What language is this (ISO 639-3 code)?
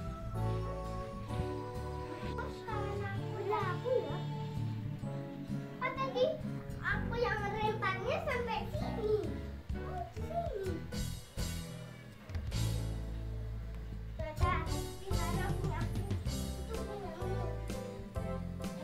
ind